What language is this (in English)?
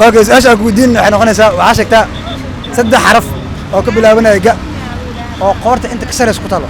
Somali